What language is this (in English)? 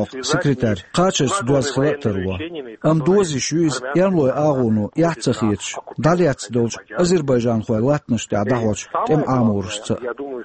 Chechen